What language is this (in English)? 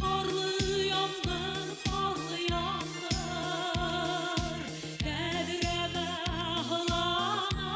Bashkir